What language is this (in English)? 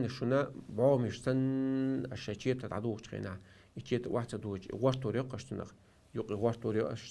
Chechen